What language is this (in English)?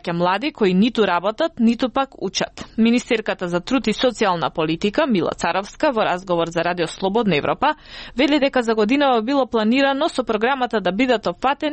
Macedonian